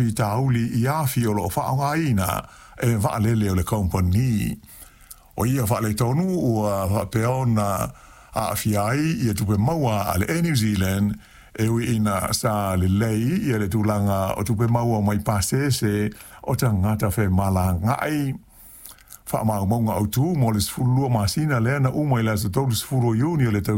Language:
Samoan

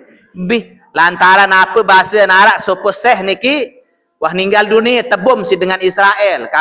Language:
Sasak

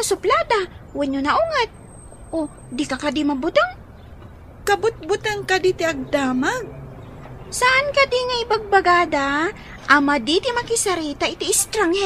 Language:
Iloko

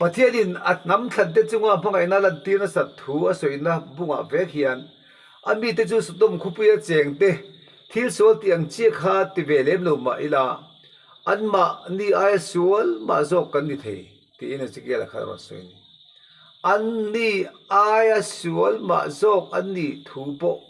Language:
Mizo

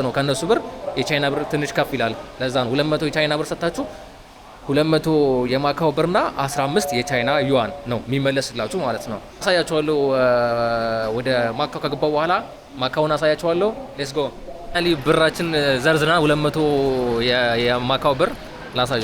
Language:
Amharic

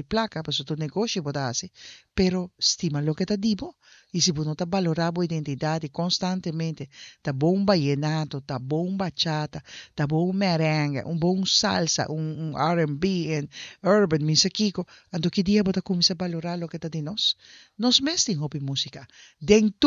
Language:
Papiamento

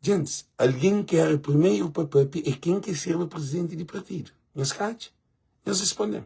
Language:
Kabuverdianu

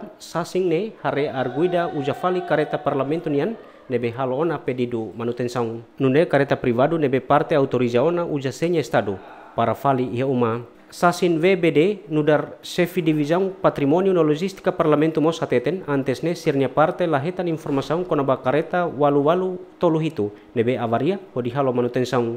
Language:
Tetum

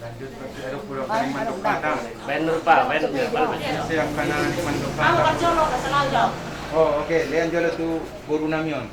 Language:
Batak Toba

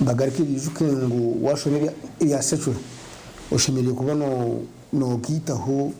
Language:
Nyankole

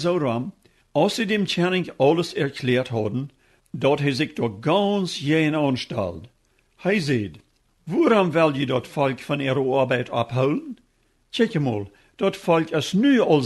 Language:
Plautdietsch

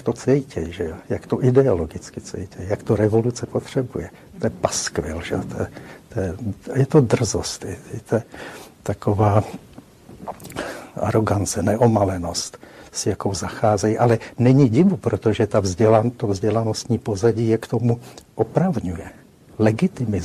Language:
Czech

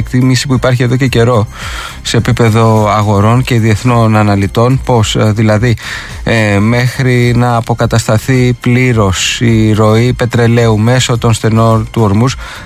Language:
Greek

